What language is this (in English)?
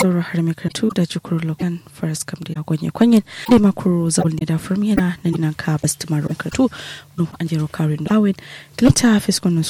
Kanuri